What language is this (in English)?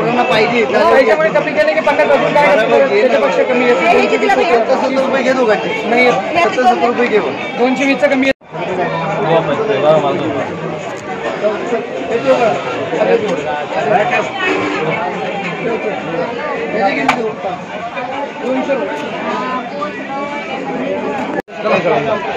Marathi